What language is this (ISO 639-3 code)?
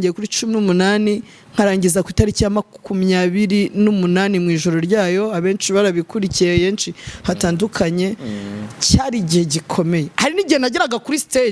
kin